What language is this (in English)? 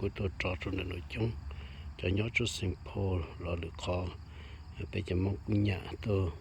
Hmong